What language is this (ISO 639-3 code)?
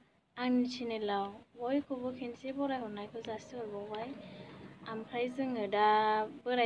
brx